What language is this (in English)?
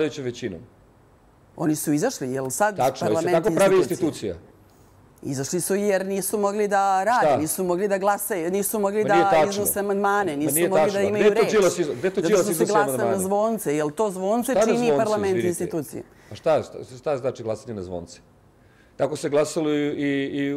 Serbian